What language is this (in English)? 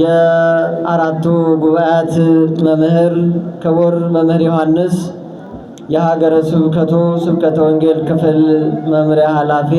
Amharic